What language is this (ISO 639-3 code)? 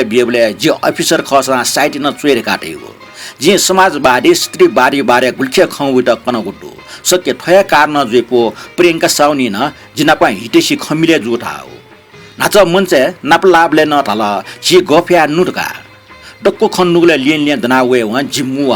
new